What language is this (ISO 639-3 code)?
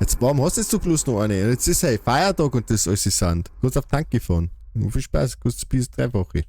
bar